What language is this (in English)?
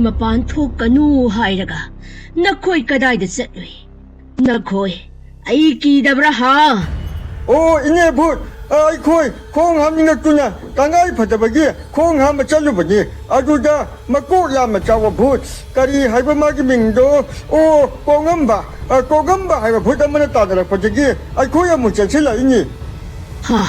Manipuri